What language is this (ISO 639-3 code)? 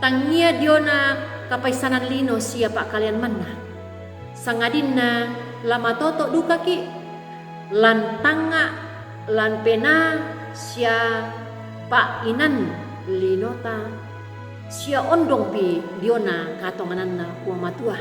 sda